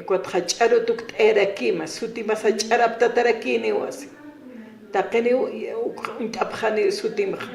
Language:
Aymara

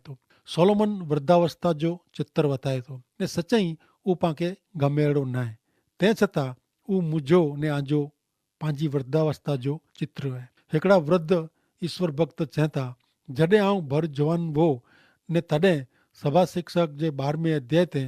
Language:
Kachhi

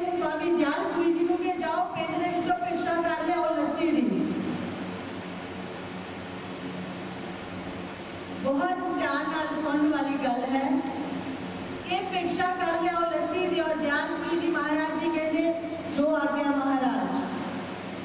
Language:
Punjabi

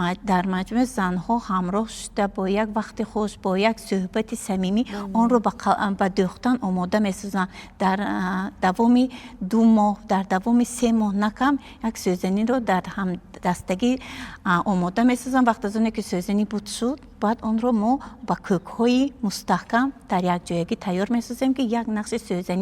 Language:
Tajik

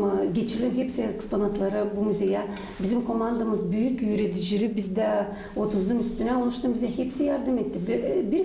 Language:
Gagauz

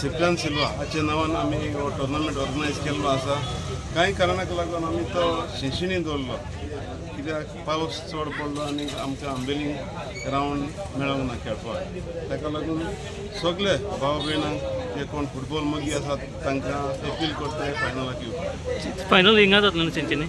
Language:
Konkani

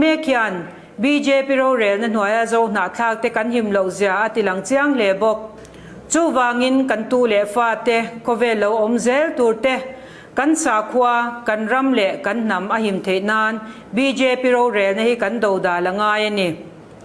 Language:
Mizo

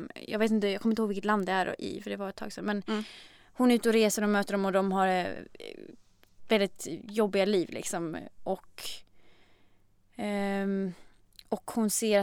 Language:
Swedish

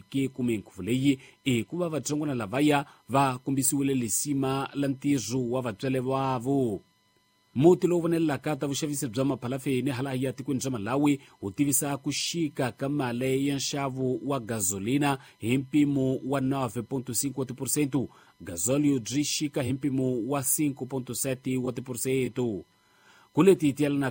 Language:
Tsonga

